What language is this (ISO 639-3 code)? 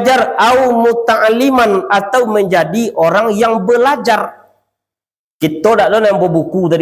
min